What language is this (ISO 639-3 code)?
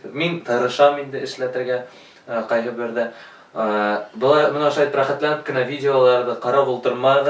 bak